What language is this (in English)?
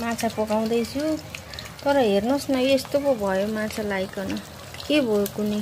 Nepali